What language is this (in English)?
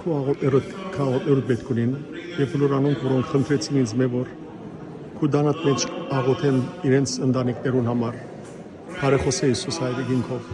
Western Armenian